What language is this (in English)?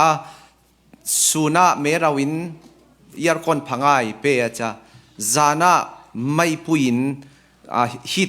Falam Chin